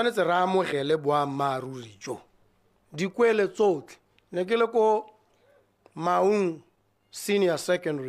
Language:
Tswana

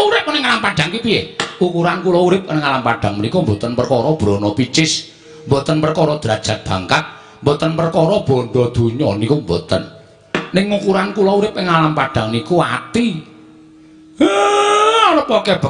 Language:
Javanese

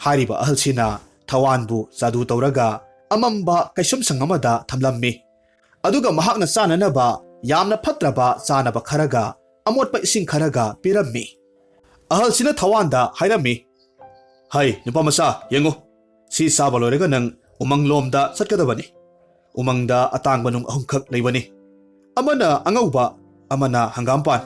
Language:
Manipuri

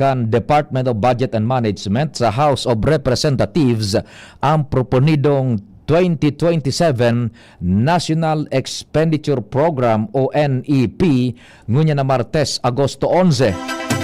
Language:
Bikol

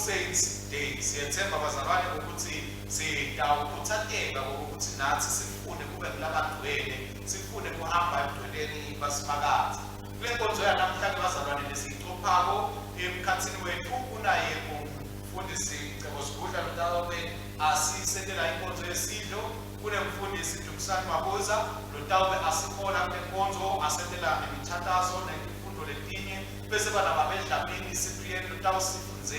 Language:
Swati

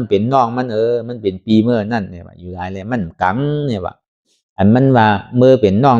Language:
Shan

